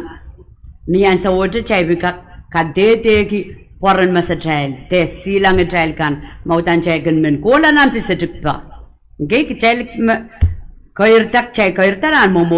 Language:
Pohnpeian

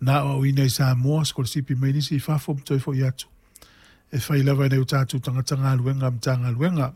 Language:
Samoan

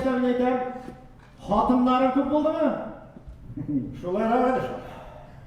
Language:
Tatar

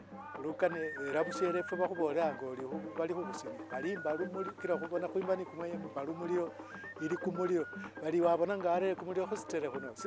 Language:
Masaaba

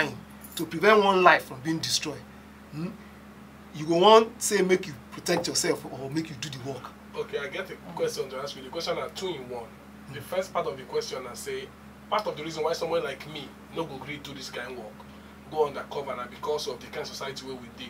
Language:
Nigerian Pidgin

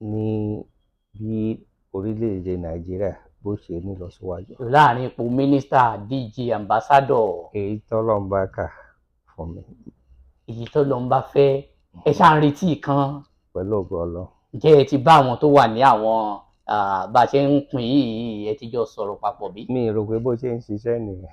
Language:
Yoruba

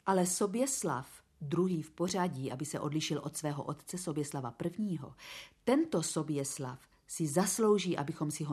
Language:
Czech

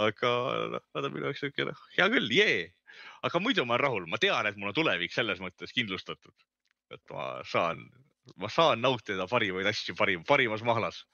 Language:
Estonian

